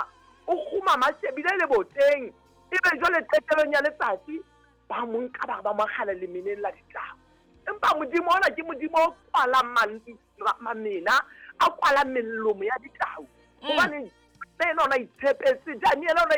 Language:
Southern Sotho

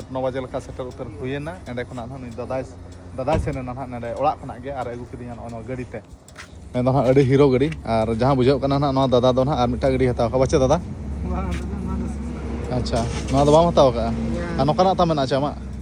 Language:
Santali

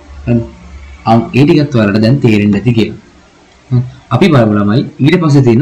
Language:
Sinhala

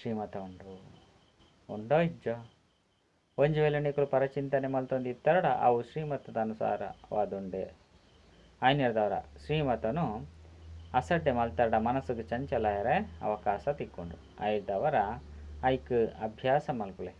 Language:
Tulu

